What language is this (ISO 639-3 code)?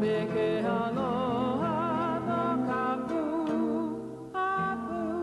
haw